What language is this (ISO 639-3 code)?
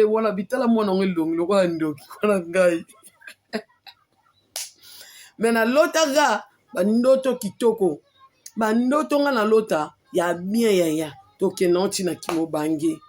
lin